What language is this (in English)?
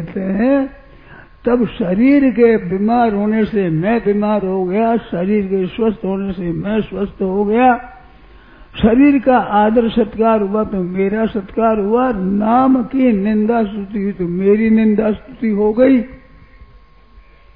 Hindi